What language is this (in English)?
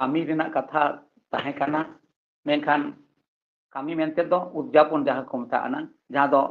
Santali